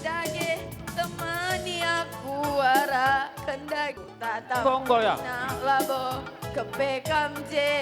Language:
Batak Karo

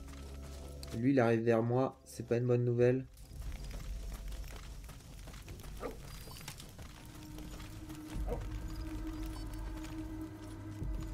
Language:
French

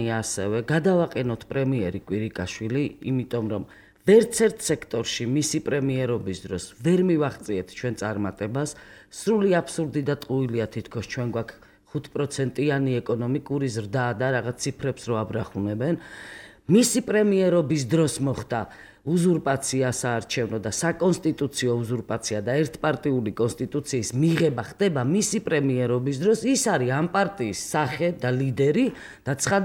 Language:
Georgian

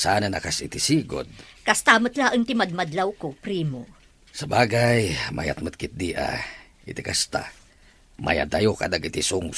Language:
Iloko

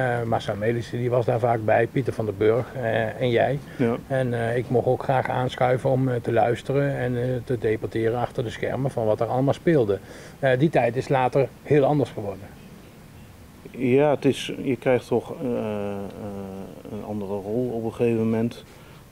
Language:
Dutch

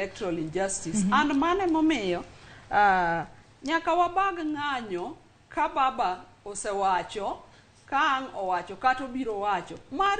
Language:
Luo (Kenya and Tanzania)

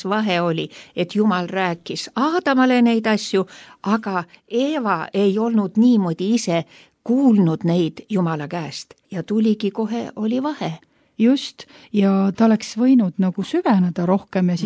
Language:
Estonian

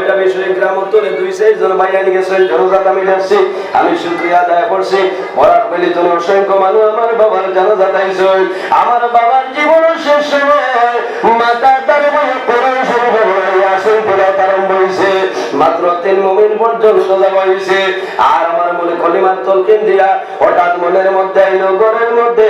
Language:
Sylheti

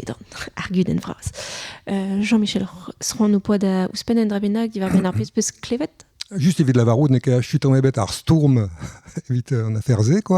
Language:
Breton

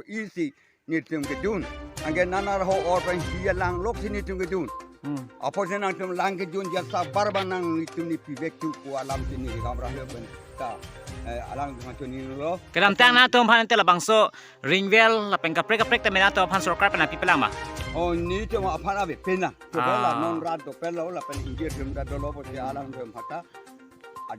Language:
Karbi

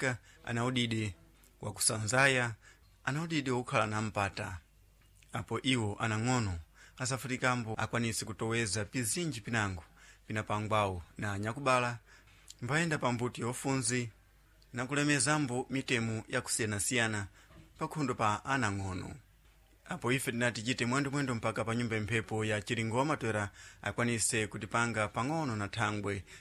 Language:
Sena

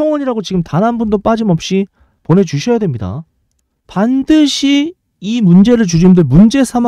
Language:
Korean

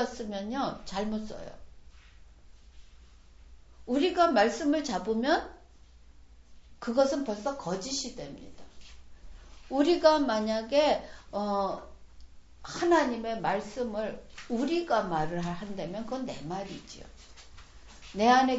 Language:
Korean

